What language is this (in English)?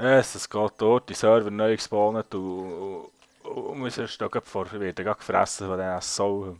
Swiss German